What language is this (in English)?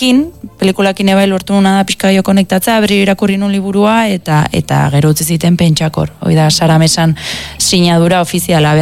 Basque